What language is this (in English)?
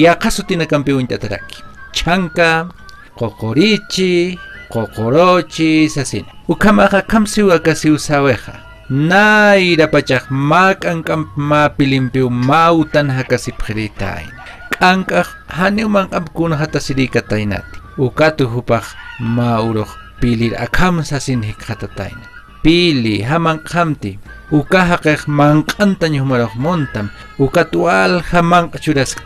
Aymara